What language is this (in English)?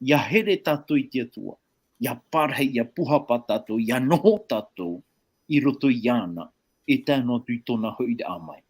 Tahitian